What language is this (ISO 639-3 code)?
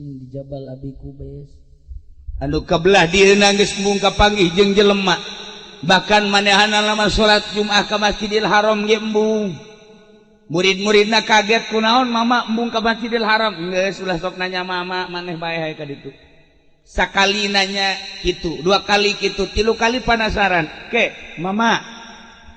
sun